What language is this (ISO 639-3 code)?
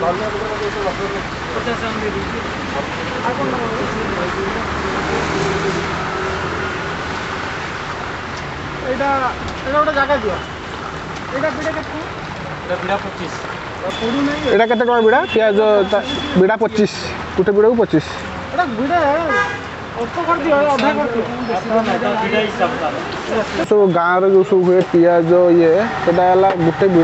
ori